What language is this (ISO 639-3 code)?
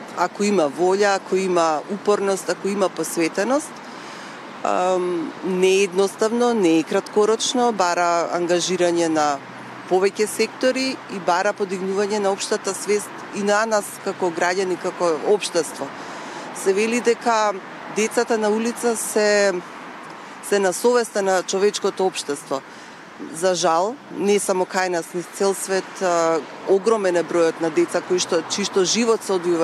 mkd